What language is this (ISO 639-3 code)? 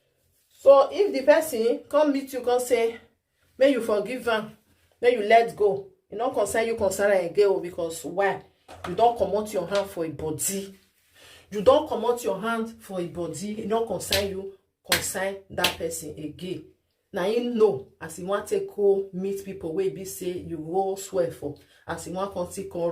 pcm